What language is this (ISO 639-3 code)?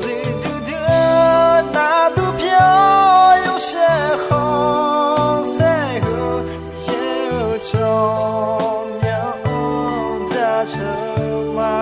ahk